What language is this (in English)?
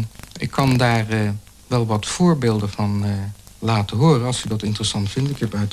Dutch